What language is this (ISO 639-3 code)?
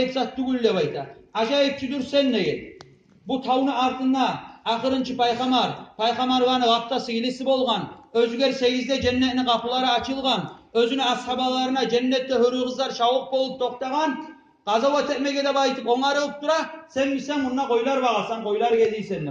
kum